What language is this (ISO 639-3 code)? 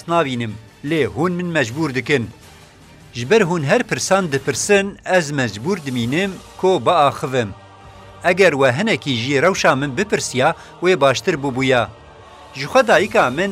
kur